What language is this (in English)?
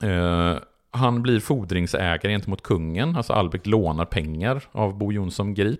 Swedish